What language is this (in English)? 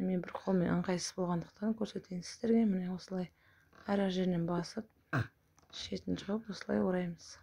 Kazakh